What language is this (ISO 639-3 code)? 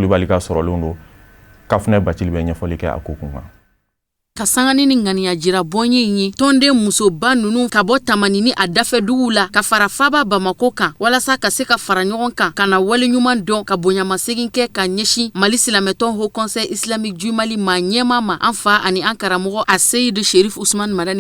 bam